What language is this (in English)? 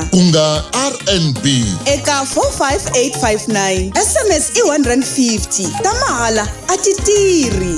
Tsonga